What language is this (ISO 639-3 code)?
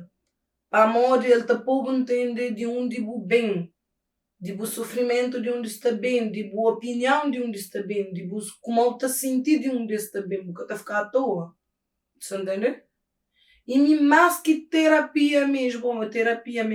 kea